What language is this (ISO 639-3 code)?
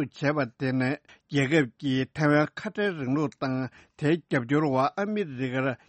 bod